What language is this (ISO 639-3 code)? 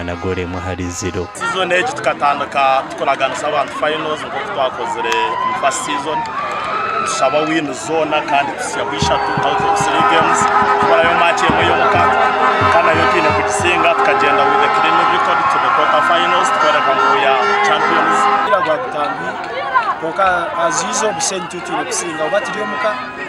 nyn